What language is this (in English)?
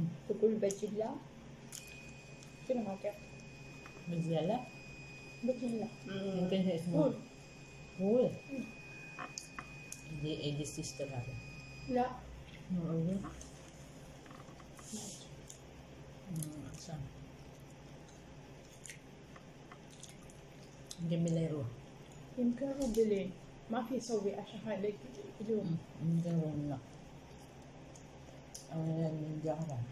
Filipino